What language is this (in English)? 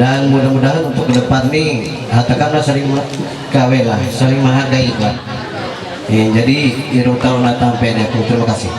Ma'anyan